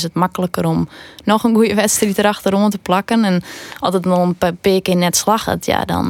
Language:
Western Frisian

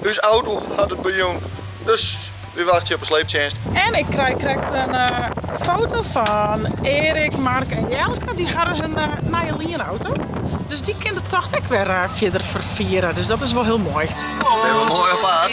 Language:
Western Frisian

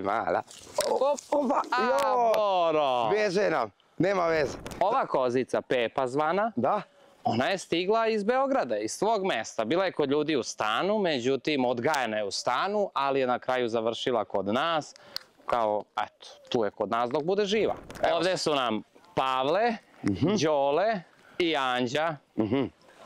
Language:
Serbian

